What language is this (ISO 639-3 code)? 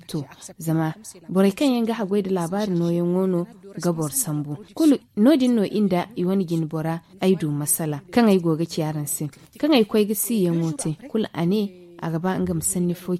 dje